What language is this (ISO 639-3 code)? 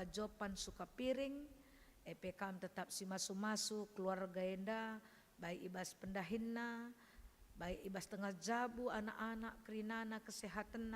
btx